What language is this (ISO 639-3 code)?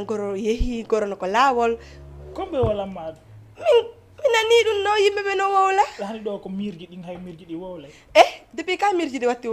ful